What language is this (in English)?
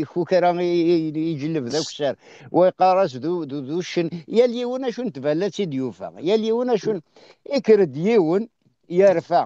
Kabyle